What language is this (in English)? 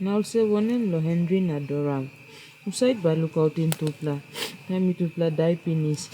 Tok Pisin